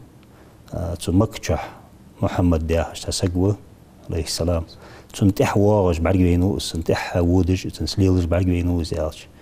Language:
Ingush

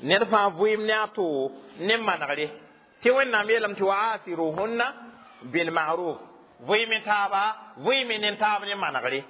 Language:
Mossi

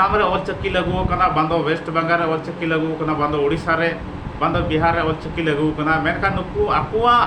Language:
Santali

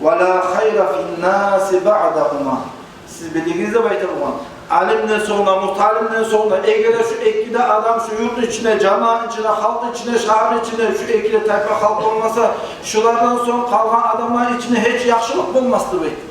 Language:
Kumyk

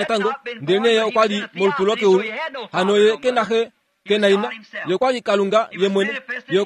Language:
Kuanyama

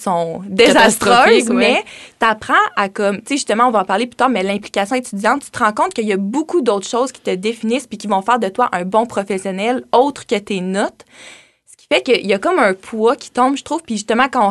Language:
French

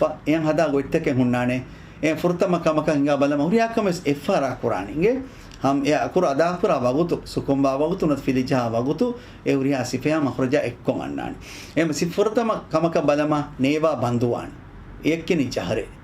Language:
Divehi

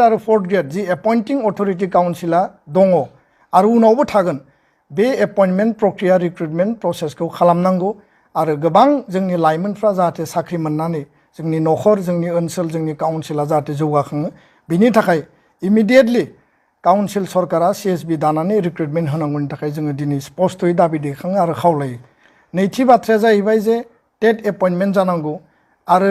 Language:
Bodo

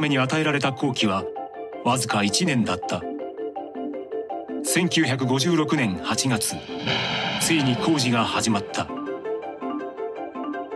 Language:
Japanese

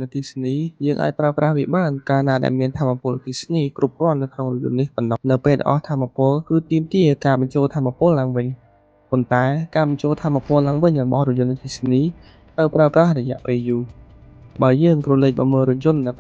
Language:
Khmer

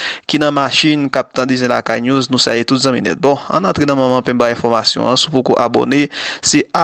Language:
Haitian Creole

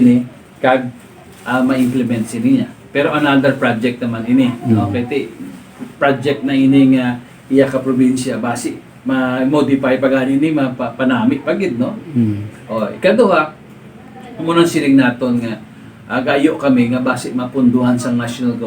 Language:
Hiligaynon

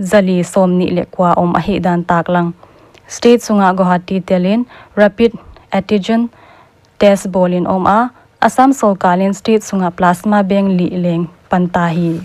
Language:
Paite Chin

